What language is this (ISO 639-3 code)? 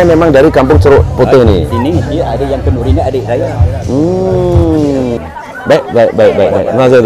msa